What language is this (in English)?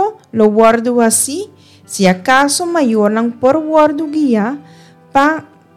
Papiamento